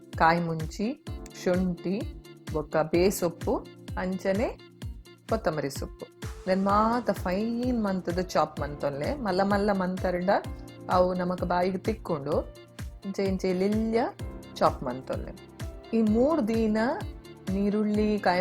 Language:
Tulu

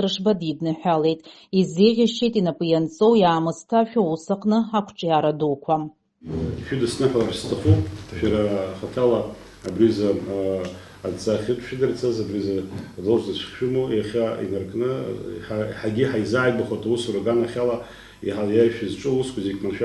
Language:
Abkhazian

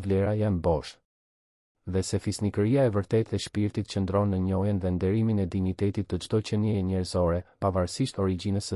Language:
Albanian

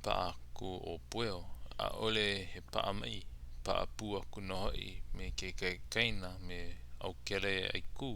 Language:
Hawaiian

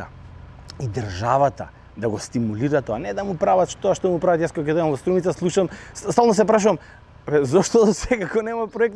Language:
Macedonian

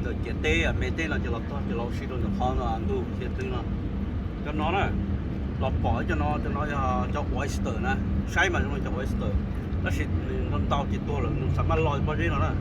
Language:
Hmong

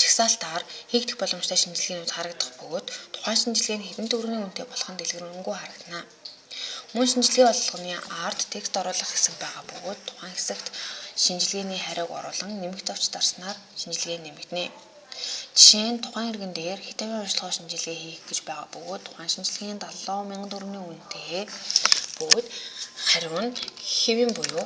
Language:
Mongolian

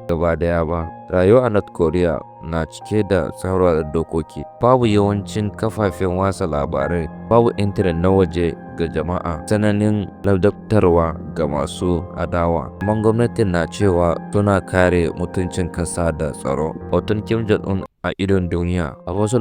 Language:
Hausa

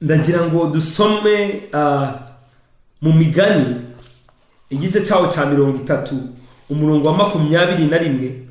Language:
Kinyarwanda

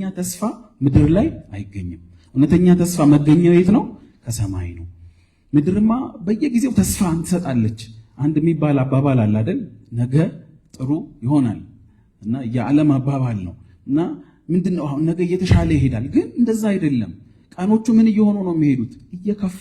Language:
Amharic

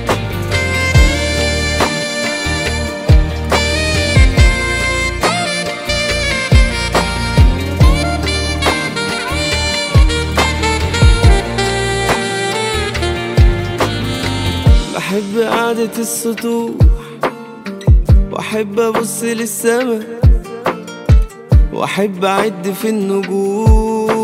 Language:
Egyptian Arabic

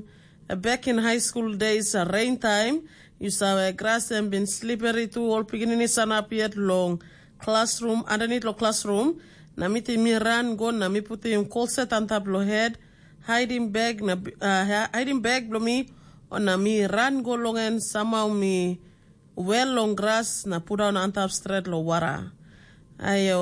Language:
Tok Pisin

